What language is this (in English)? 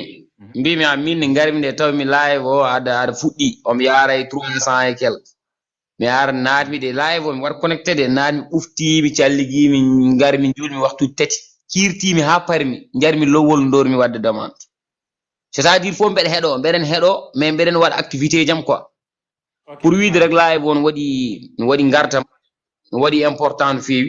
Fula